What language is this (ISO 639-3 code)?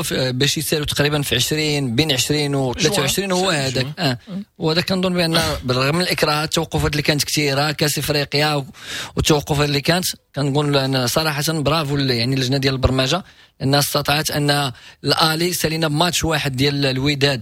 ary